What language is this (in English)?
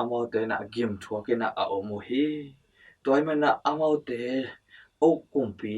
Tedim Chin